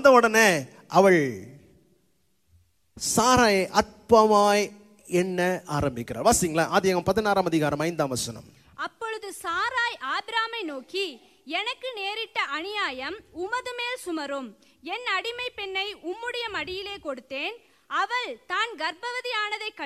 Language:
Tamil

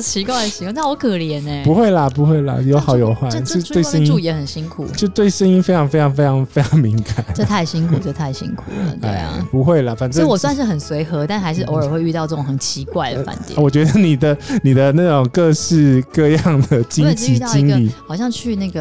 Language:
Chinese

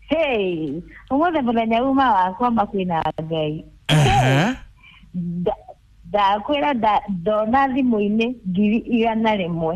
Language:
Kikuyu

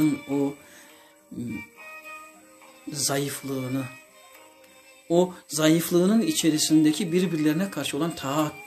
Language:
Turkish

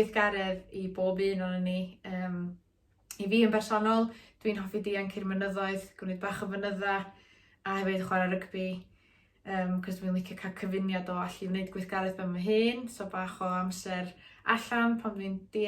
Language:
Welsh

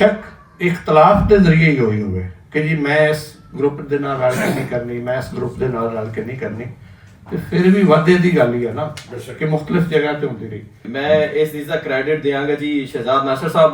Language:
Western Panjabi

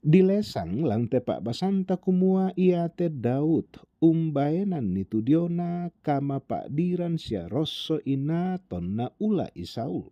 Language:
Toraja-Sa'dan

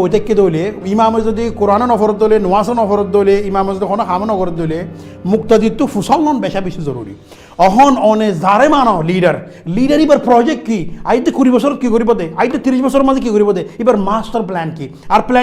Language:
Rohingya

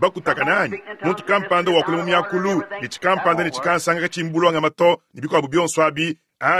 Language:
Luba-Lulua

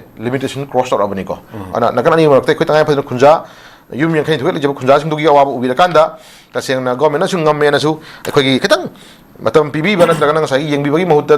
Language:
Manipuri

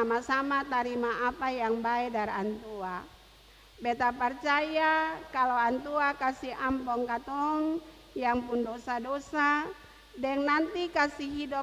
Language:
Ambonese Malay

